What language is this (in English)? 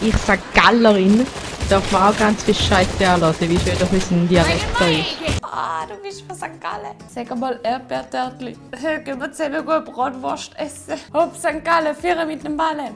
Swiss German